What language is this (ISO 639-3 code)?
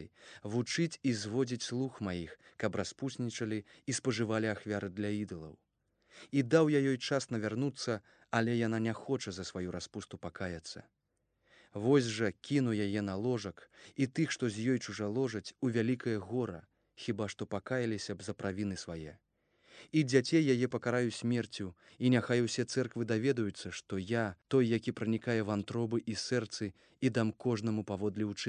bel